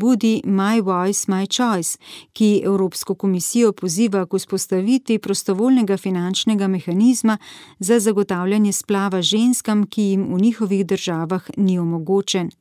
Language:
Slovenian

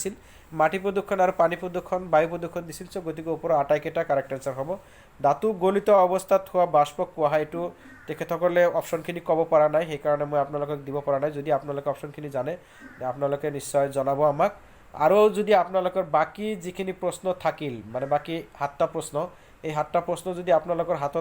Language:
Assamese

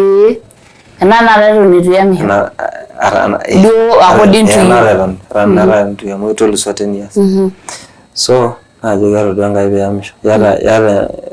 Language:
Masai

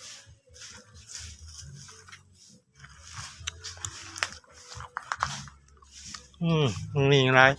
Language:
Lao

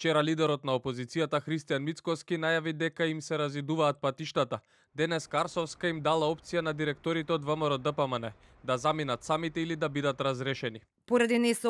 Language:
Macedonian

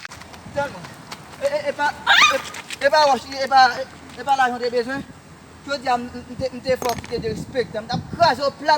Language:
Haitian Creole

